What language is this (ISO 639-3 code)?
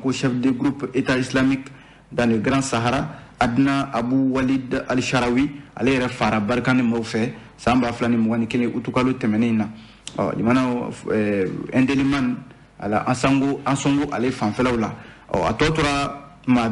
bam